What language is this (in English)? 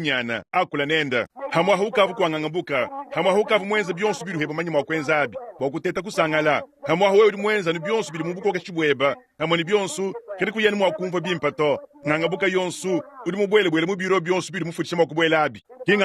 Luba-Lulua